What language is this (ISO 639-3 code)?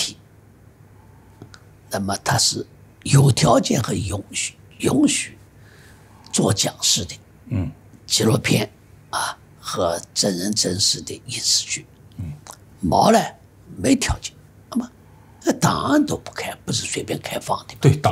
zho